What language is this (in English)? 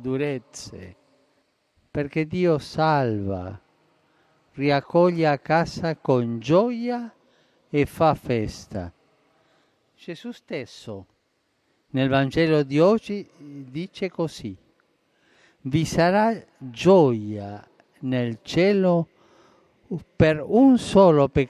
Italian